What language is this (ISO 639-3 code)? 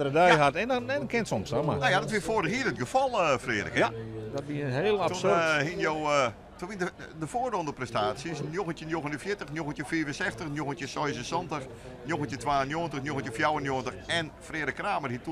fry